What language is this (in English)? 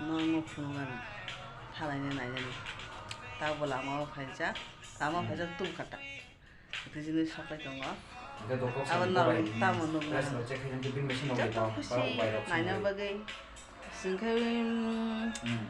Kok Borok